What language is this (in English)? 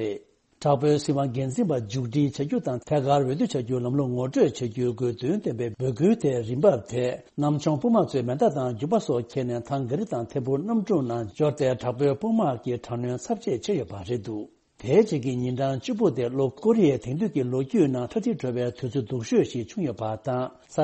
Tibetan